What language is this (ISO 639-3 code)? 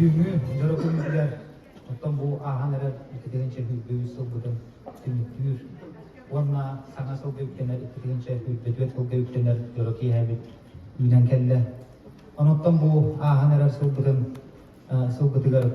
sah